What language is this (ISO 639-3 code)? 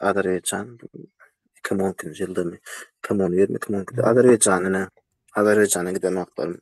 tuk